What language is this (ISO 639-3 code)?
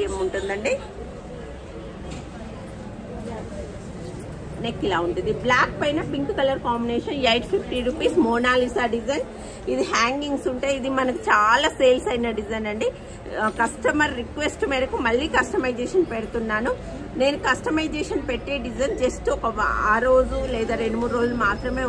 tel